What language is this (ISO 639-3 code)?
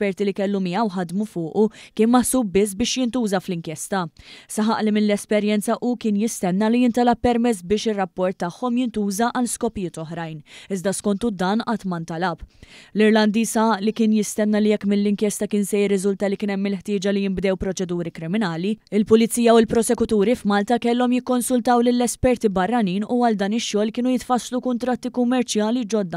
mlt